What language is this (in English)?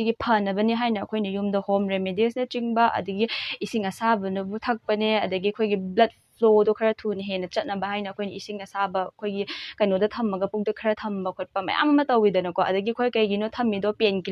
Manipuri